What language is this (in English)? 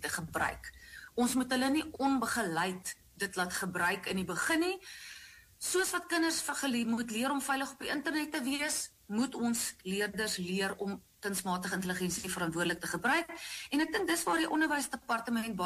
Afrikaans